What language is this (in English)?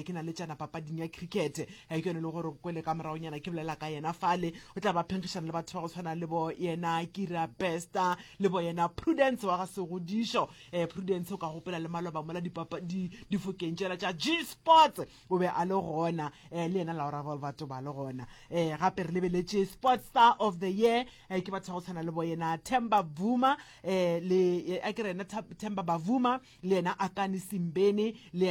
Northern Sotho